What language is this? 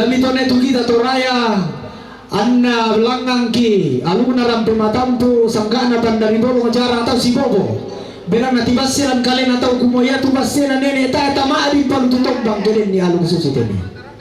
Toraja-Sa'dan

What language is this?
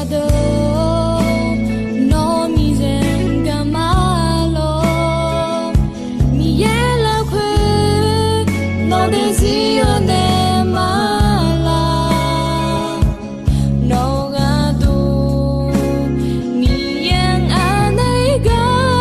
Akha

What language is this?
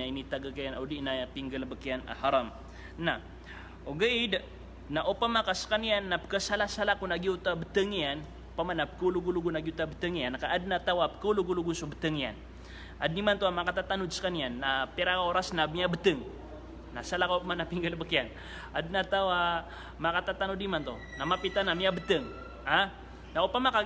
Maranao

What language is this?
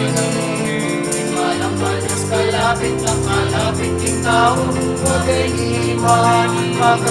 Pampanga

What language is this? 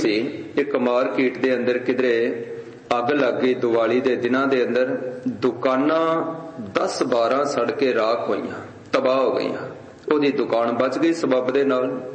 Punjabi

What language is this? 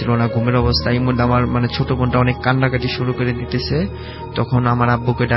Bangla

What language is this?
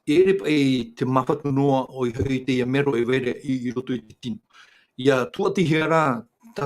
Tahitian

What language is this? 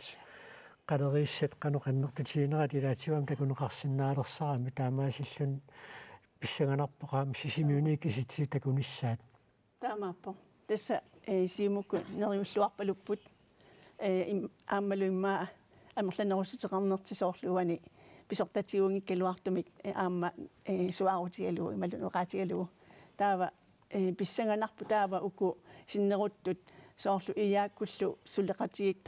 Kalaallisut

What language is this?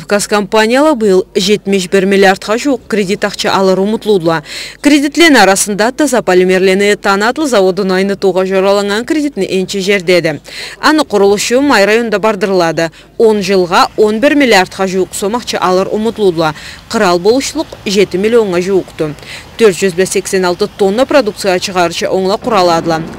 Karachay-Balkar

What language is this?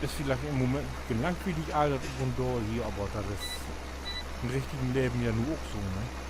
Low German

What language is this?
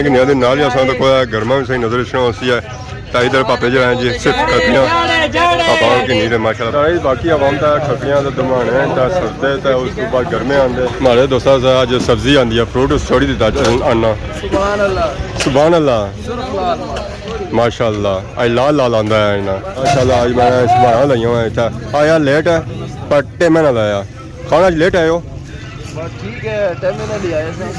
Pahari-Potwari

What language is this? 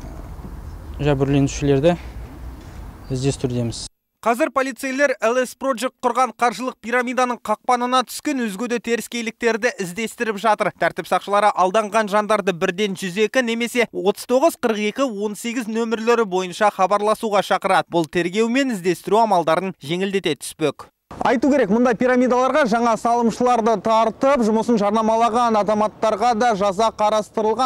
Kazakh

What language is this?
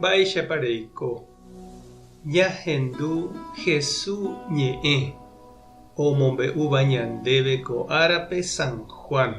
Guarani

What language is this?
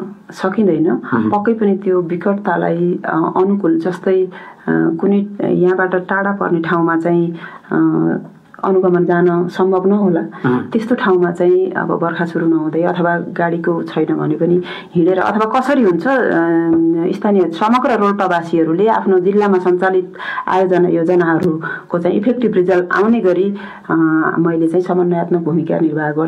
Nepali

